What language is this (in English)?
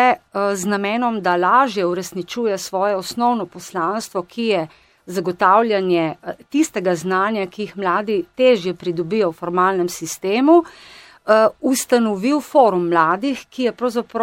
Slovenian